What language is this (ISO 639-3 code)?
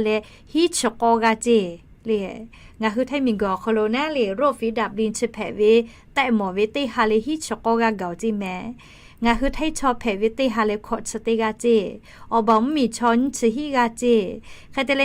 lhu